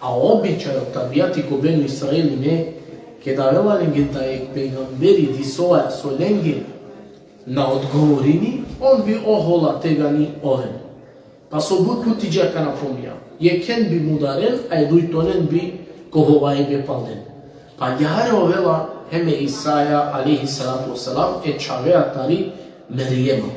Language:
Balkan Romani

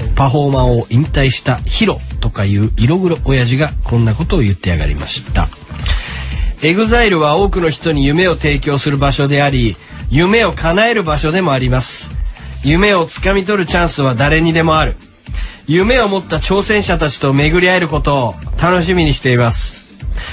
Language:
Japanese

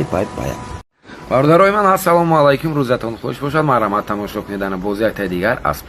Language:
Tajik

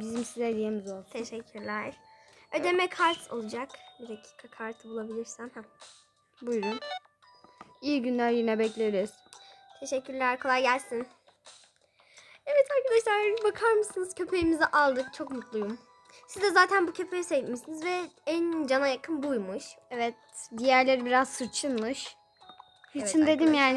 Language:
Turkish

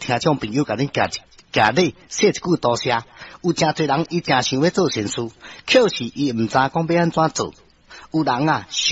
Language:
Min Nan Chinese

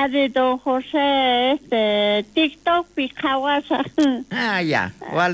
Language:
South Bolivian Quechua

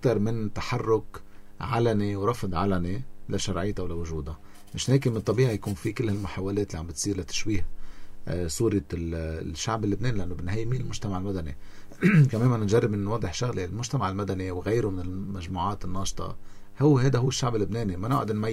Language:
North Levantine Arabic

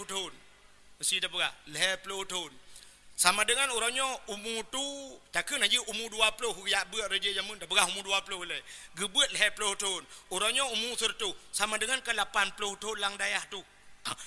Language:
Achinese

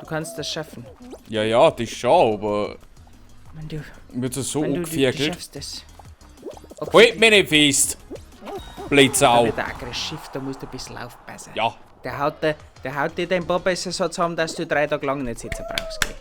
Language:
Bavarian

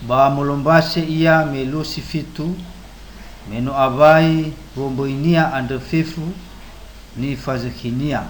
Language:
Nias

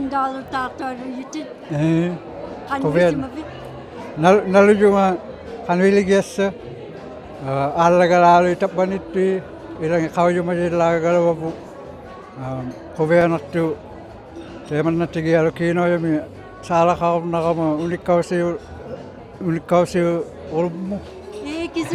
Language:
Inuktitut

